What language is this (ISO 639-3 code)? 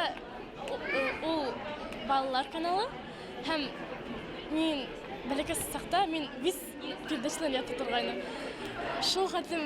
bak